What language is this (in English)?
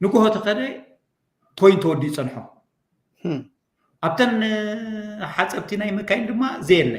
Tigrinya